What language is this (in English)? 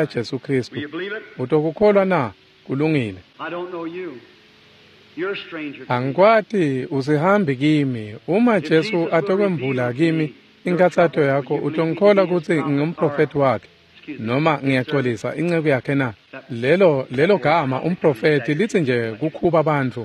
Swati